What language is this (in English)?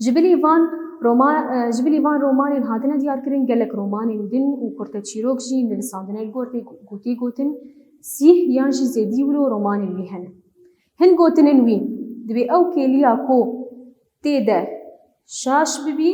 Kurdish